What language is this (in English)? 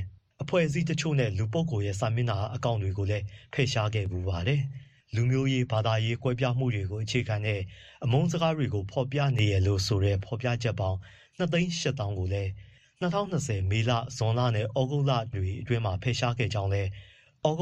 Burmese